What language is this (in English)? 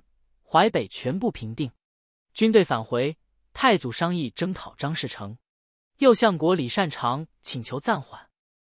Chinese